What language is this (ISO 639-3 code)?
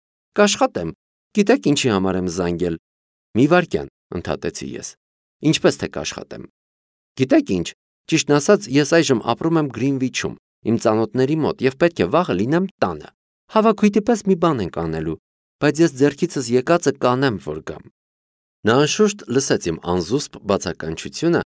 hye